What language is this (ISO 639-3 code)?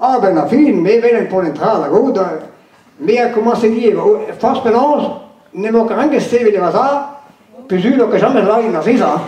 bre